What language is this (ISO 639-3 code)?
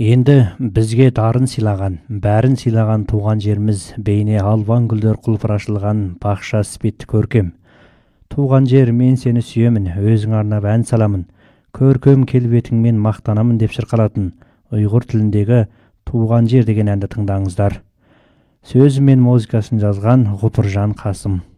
kaz